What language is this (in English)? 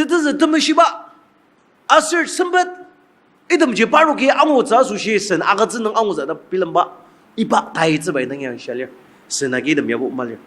Ao Naga